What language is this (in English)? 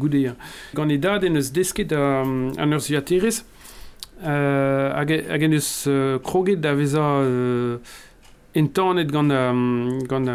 Breton